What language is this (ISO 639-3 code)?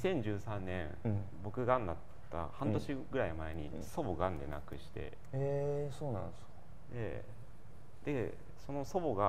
jpn